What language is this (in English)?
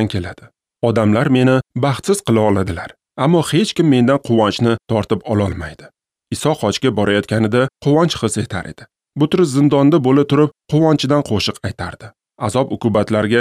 Uzbek